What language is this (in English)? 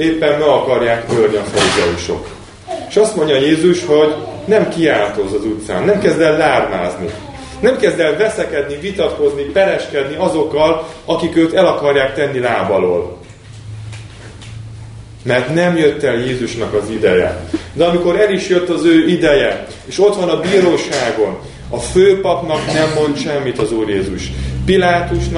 Hungarian